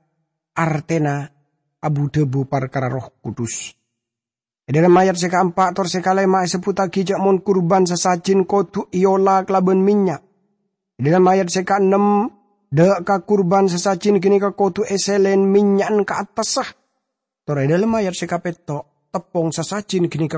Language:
Madurese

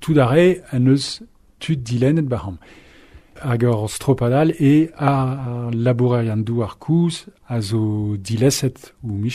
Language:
Breton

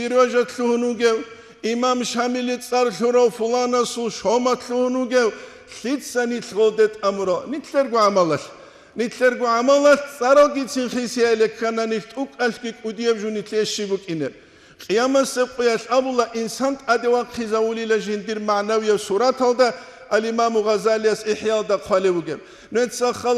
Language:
Avaric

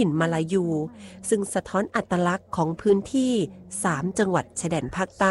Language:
Thai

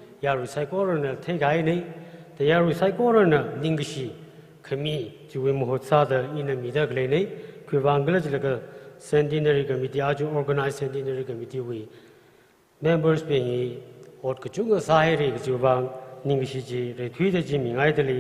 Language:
Tangkhul Naga (India)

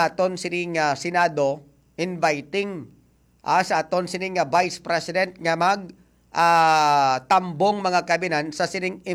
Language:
Hiligaynon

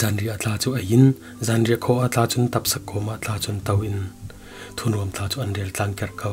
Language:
Falam Chin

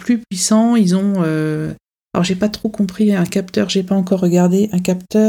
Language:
French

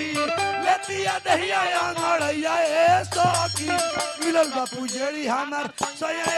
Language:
Bhojpuri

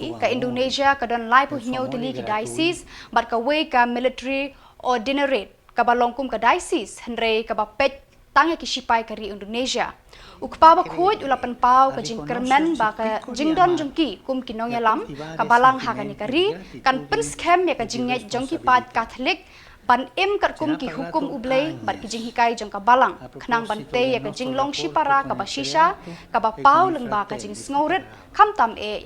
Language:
Khasi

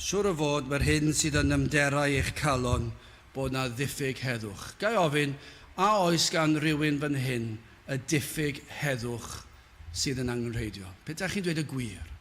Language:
Welsh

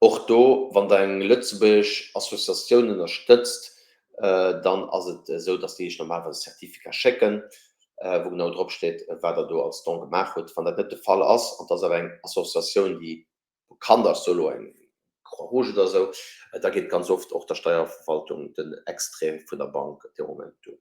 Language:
Luxembourgish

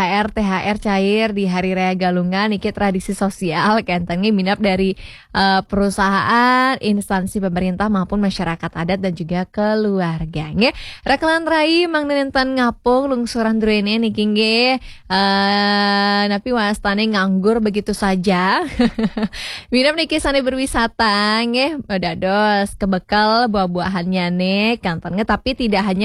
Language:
Balinese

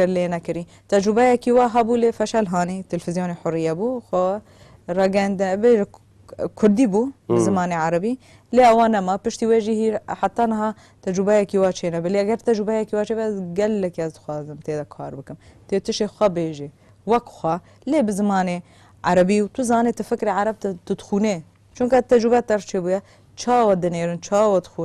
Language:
Kurdish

